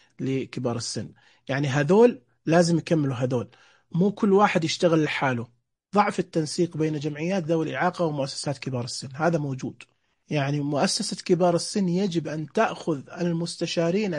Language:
Najdi Arabic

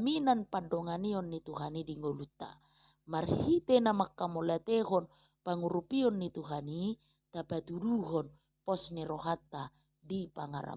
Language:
Batak Toba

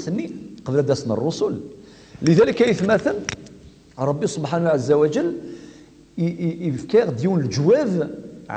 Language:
Kabyle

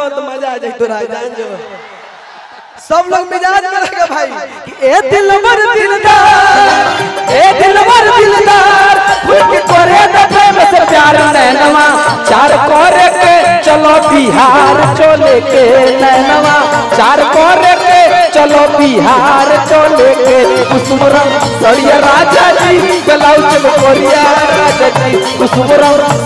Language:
Bhojpuri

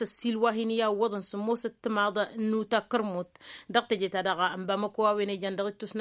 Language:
Tamasheq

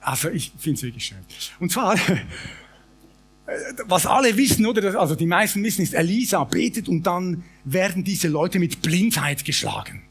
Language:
Swiss German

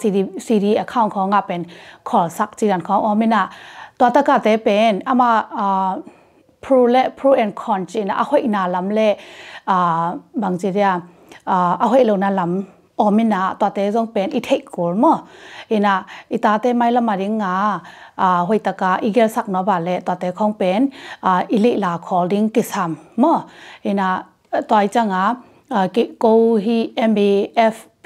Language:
Tedim Chin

